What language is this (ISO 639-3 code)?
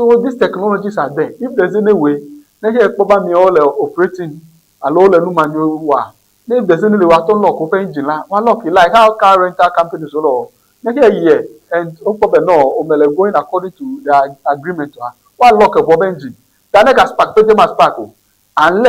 ewe